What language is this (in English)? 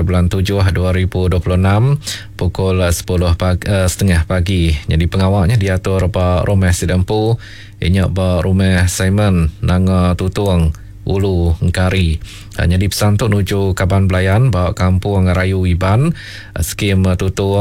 Iban